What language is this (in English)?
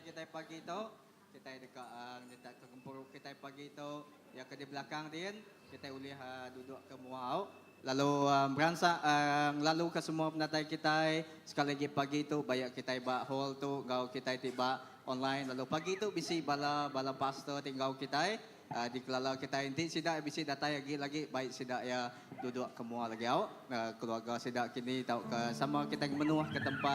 Iban